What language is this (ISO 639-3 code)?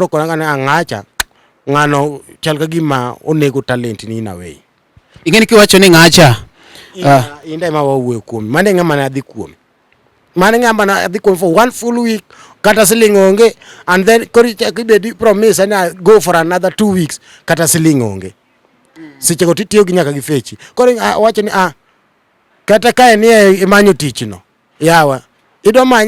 luo